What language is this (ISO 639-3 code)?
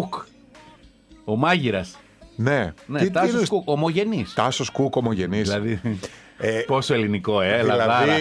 ell